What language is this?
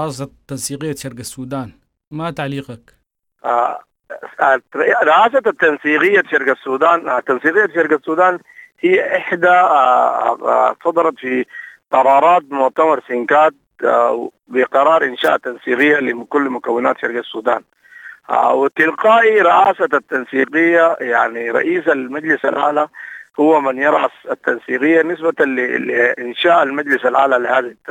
Sudanese Arabic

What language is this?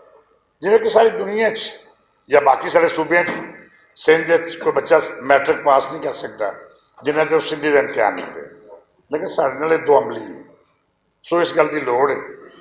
Western Panjabi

